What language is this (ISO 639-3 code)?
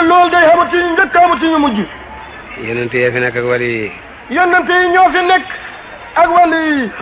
wol